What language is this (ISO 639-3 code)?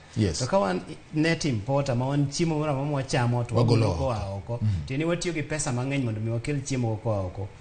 luo